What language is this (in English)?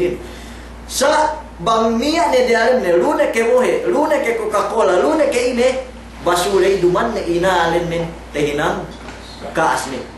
Yakan